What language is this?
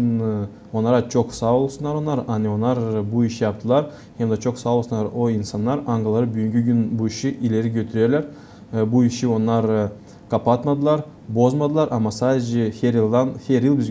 Gagauz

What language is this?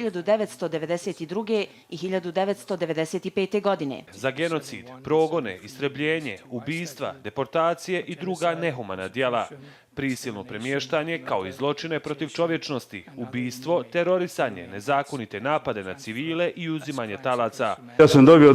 Bosnian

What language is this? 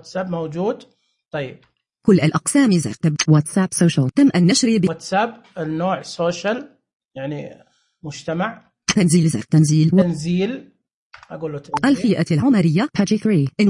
Najdi Arabic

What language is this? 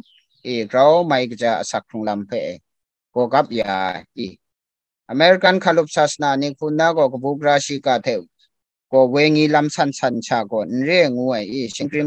Kachin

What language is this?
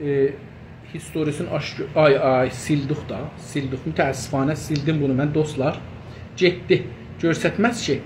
South Azerbaijani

